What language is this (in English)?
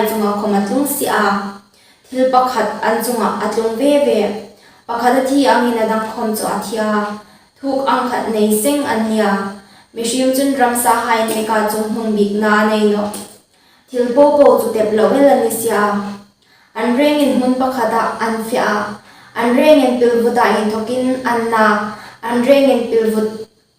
Hmar